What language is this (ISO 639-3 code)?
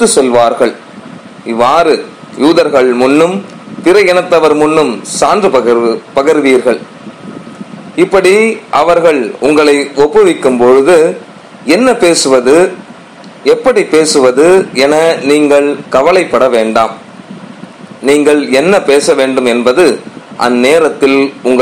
tam